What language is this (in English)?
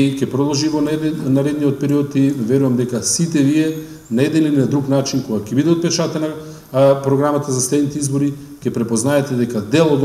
Macedonian